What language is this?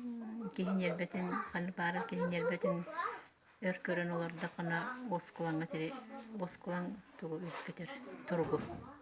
Yakut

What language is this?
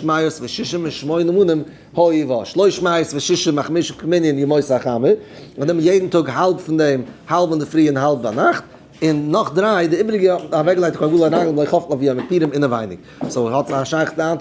Yiddish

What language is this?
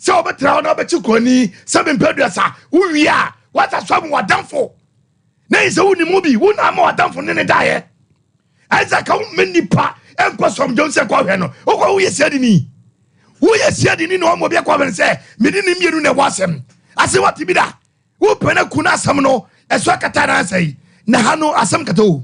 Akan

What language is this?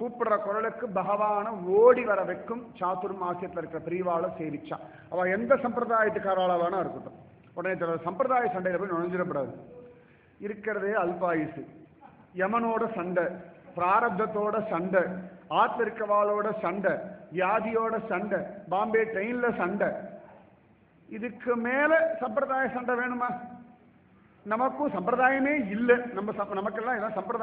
Tamil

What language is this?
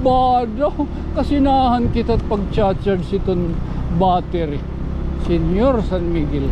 Waray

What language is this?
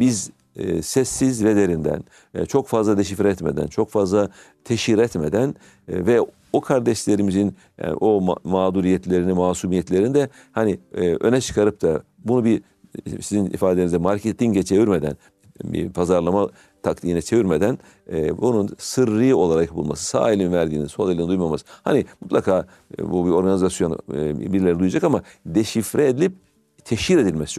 Turkish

